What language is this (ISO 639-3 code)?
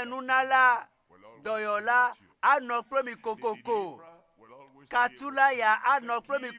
ewe